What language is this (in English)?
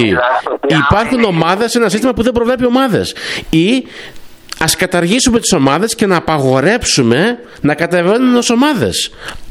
Greek